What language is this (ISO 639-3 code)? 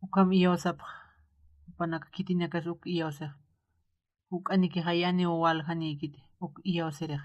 aym